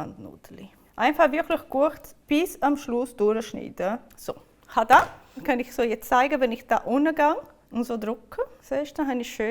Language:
Swiss German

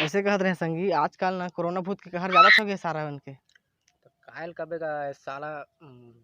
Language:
Chhattisgarhi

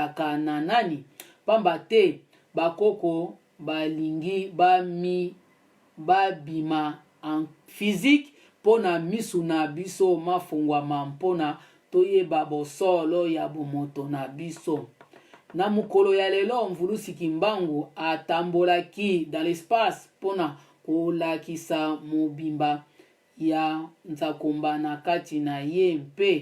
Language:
Lingala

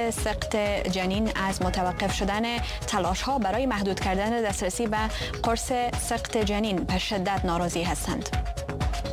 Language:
Persian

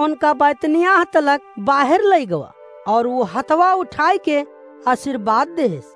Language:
Awadhi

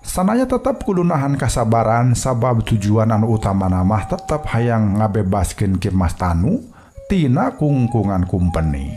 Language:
Sundanese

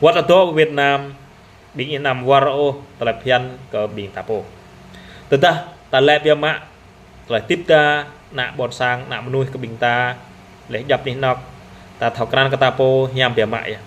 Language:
Jarai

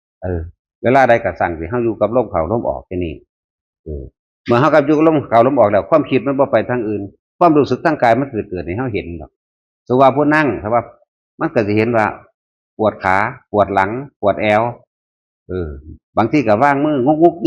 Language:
Northeastern Thai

